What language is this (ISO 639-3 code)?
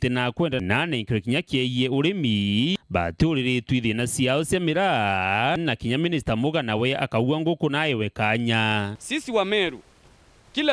mer